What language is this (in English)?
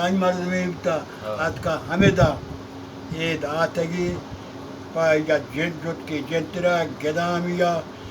Baluchi